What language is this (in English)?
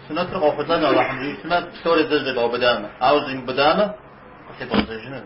Kabardian